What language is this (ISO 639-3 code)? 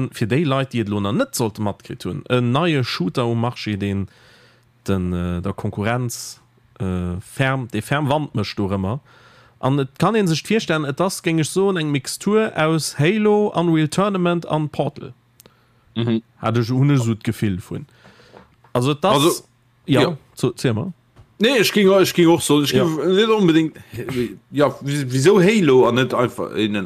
ltz